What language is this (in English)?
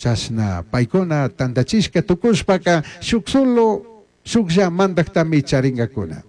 Chimborazo Highland Quichua